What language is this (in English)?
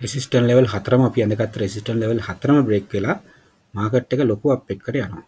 Sinhala